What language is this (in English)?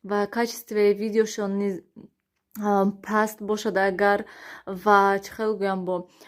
Tajik